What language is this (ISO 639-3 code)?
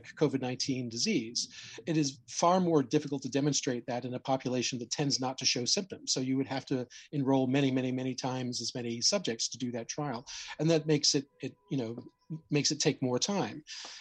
eng